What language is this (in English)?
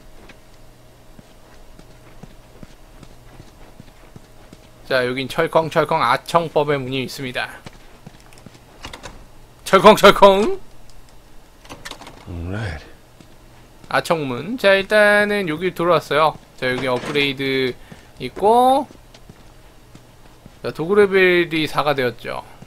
Korean